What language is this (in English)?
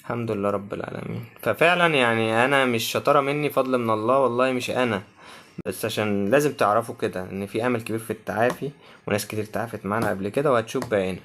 Egyptian Arabic